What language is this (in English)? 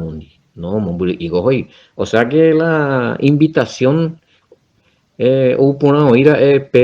Guarani